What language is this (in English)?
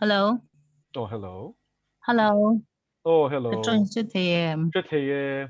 Mizo